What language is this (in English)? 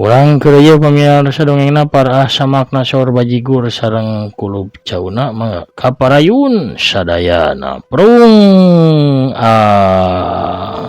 Sundanese